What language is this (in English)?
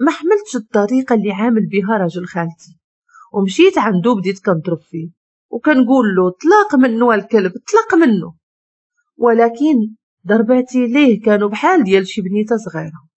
Moroccan Arabic